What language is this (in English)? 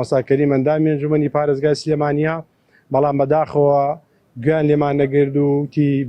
Central Kurdish